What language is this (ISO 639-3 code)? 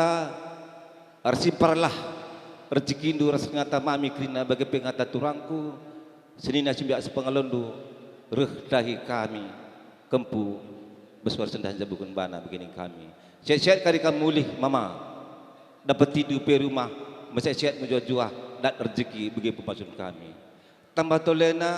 btx